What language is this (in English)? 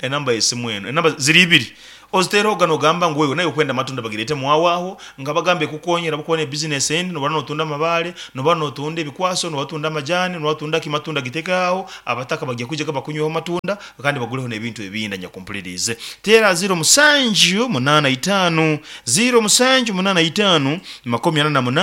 Nyankole